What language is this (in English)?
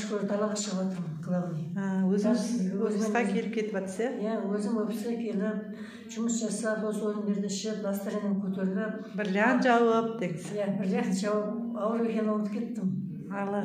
Kazakh